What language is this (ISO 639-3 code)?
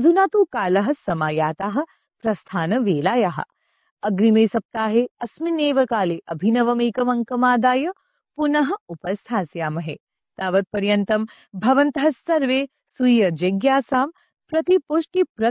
san